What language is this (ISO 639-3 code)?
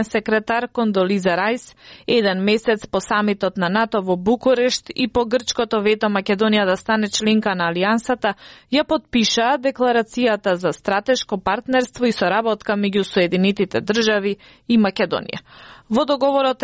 mkd